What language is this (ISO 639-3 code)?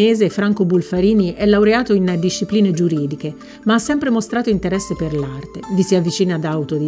ita